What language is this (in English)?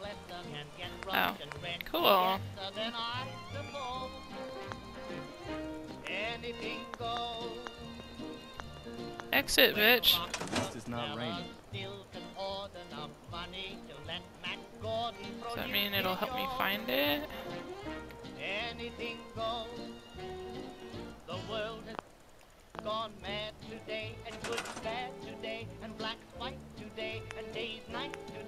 English